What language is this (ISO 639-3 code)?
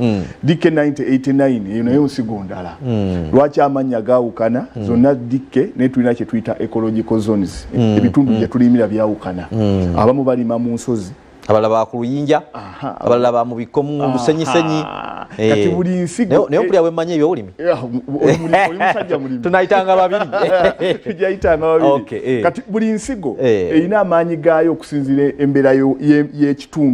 lug